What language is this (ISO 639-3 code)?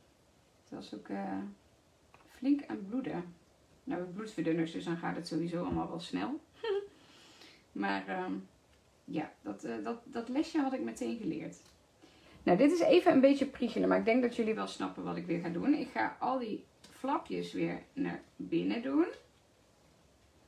nld